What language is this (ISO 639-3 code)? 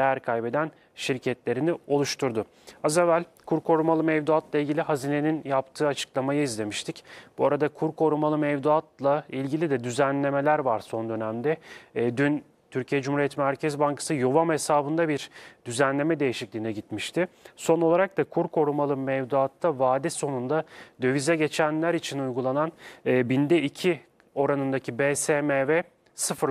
tur